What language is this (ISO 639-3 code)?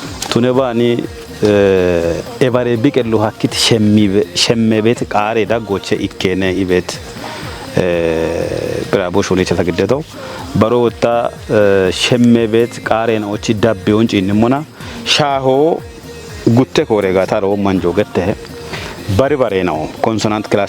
kbr